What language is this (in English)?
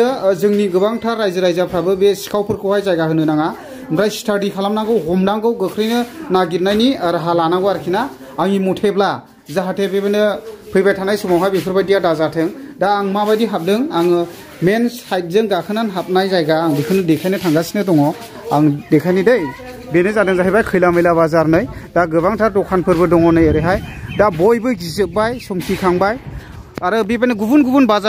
Bodo